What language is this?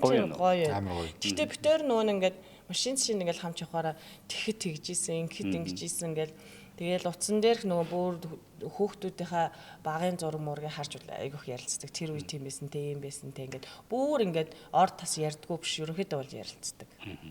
Mongolian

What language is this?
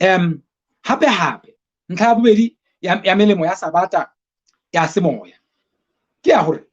Southern Sotho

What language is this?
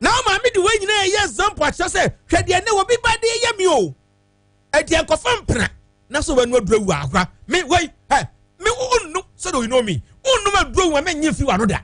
Akan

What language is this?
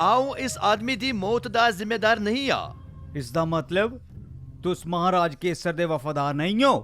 Dogri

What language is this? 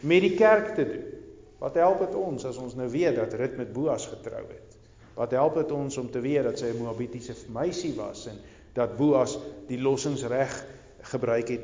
Afrikaans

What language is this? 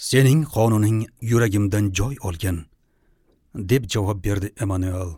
Uzbek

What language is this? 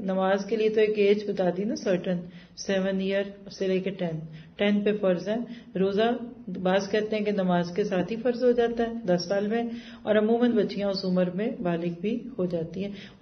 Urdu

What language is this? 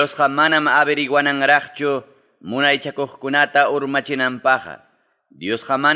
Ayacucho Quechua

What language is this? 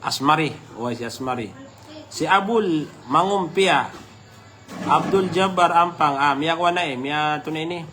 Maranao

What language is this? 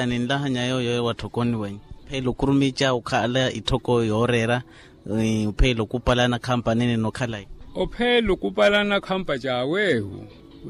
Makhuwa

